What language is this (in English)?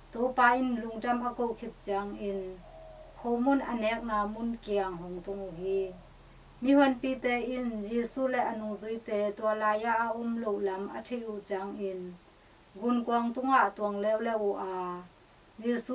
Tedim Chin